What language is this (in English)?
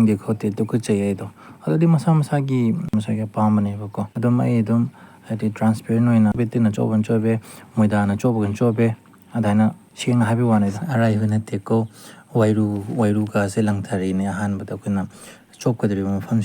Manipuri